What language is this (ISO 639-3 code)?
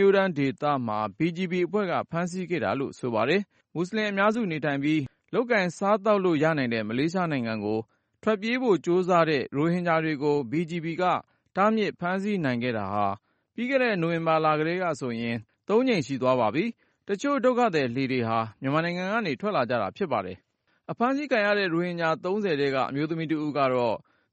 mya